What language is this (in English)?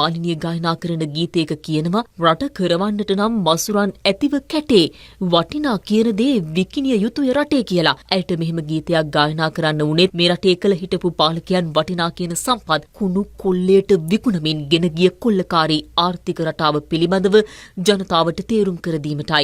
Sinhala